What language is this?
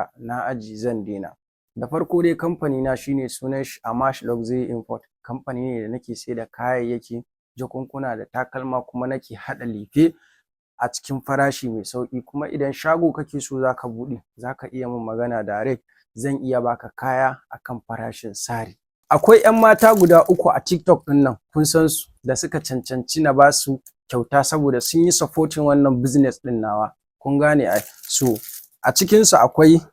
Hausa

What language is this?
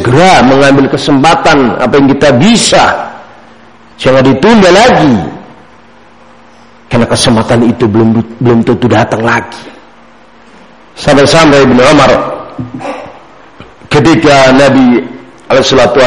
Indonesian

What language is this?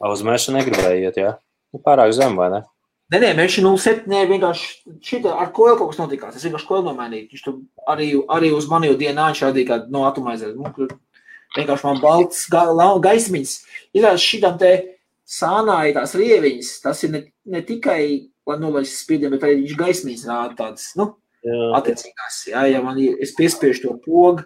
Latvian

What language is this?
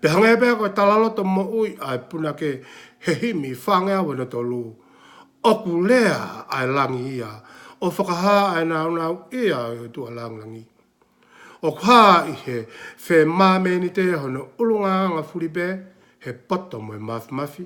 Tongan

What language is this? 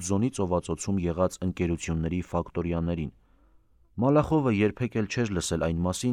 Armenian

